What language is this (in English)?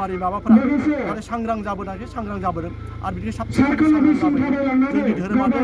Bodo